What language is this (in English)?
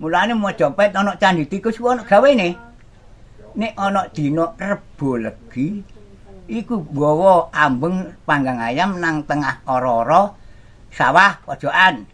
Javanese